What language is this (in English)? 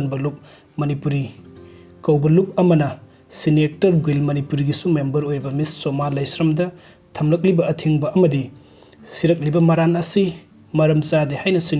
Manipuri